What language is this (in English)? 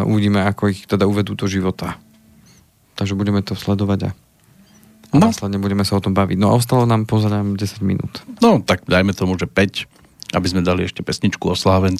Slovak